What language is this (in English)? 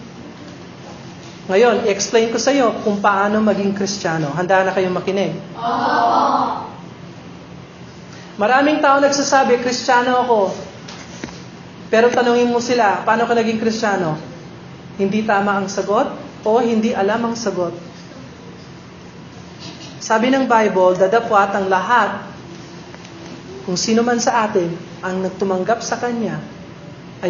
Filipino